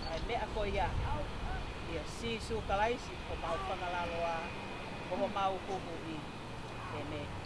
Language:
Tongan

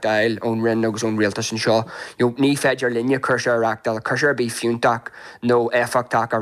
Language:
Irish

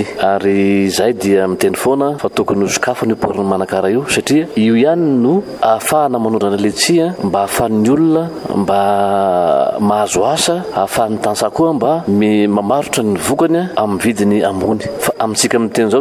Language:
Malagasy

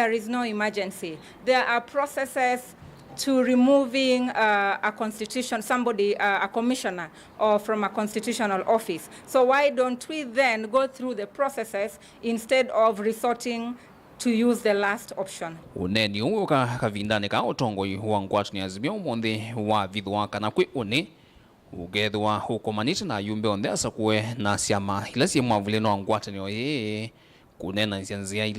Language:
Kamba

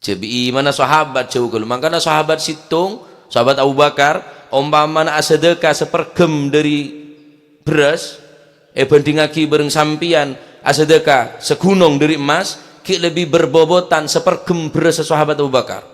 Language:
Madurese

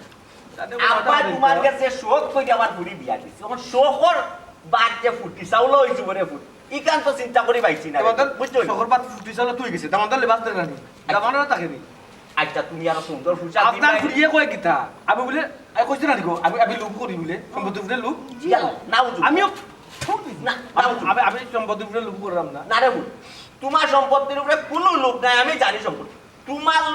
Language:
Sylheti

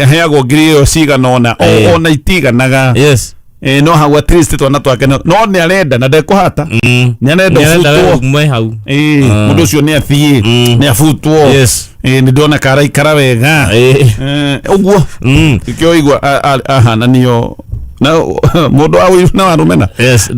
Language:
Kikuyu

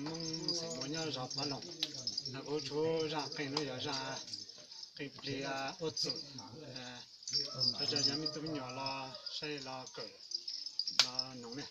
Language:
Hmong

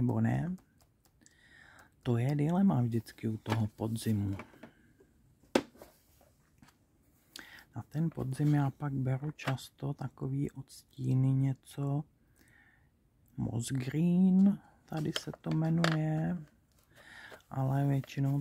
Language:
Czech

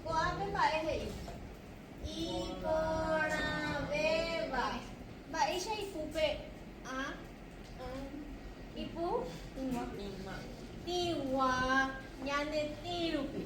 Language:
Guarani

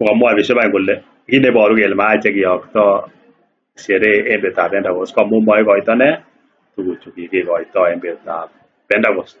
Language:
Kalenjin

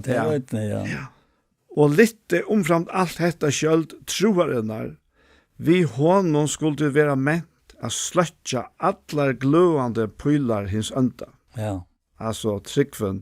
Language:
Faroese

